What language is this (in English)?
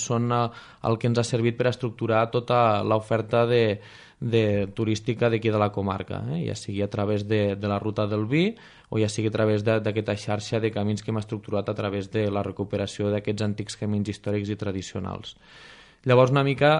Catalan